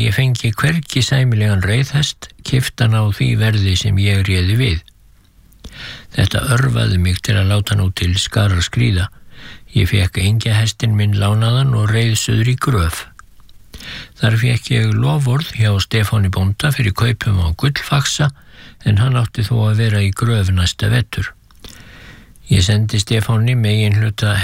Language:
Icelandic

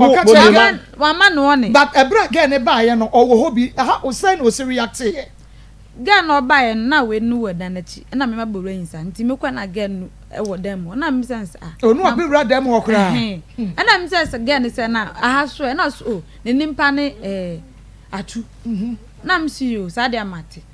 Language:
Akan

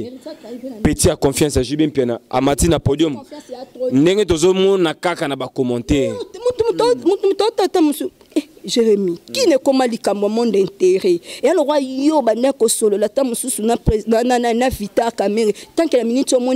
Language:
Lingala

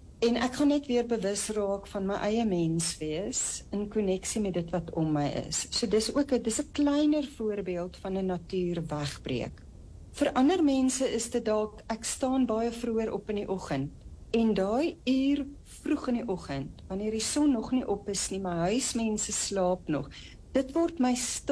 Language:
Afrikaans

